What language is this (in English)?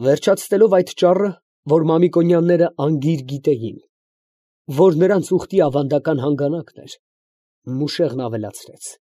Armenian